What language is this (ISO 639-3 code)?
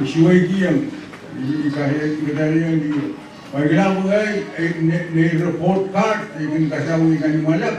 pon